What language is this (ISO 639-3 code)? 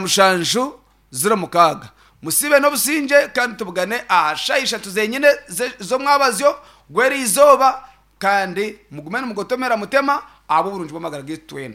nyn